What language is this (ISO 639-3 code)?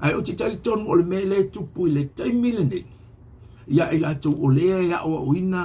smo